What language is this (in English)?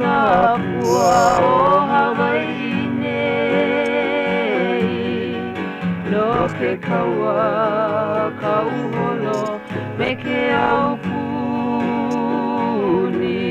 Hawaiian